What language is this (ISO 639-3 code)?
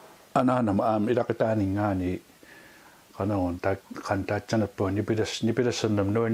kal